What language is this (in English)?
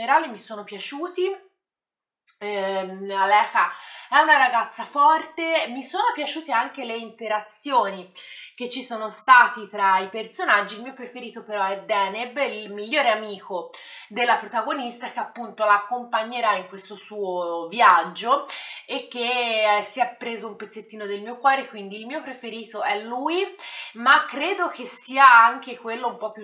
Italian